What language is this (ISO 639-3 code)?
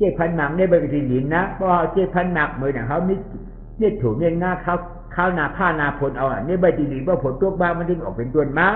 shn